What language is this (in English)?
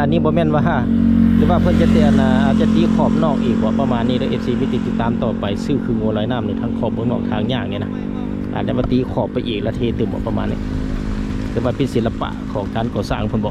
Lao